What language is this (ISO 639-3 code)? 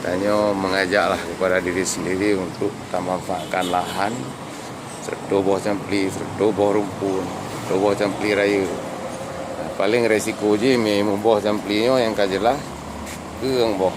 ace